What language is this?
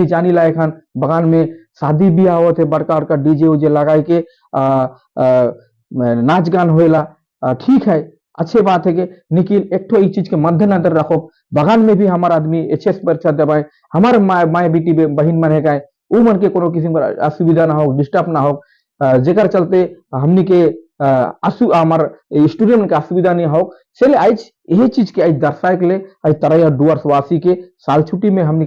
Sadri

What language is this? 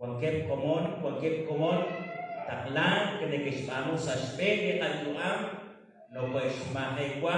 Kekchí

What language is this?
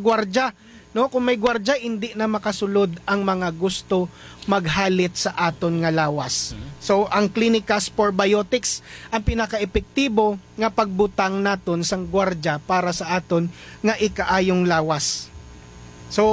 Hiligaynon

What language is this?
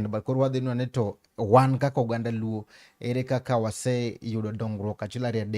Luo (Kenya and Tanzania)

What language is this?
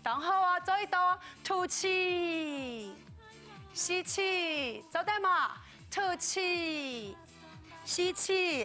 Hakka Chinese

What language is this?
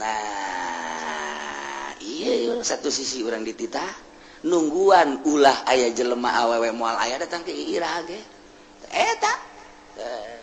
Sundanese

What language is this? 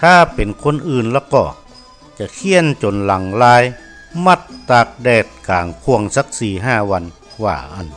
Northern Thai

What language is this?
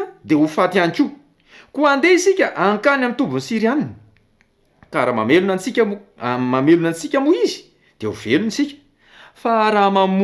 Malagasy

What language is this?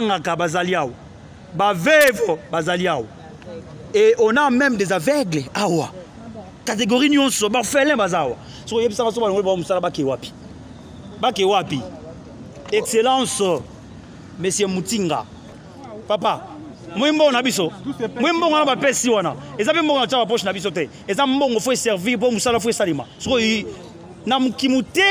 Lingala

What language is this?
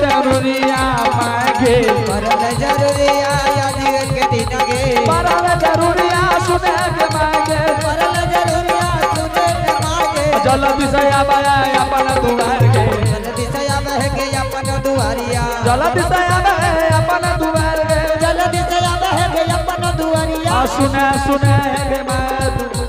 Angika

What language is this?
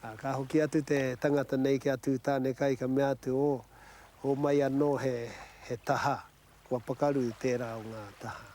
Māori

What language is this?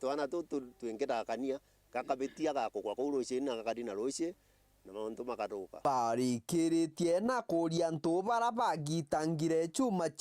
Meru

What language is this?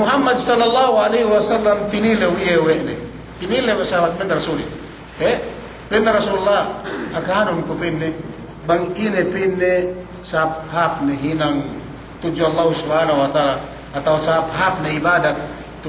Yakan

